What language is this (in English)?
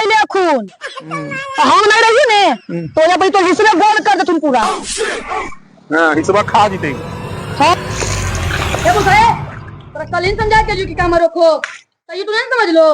Magahi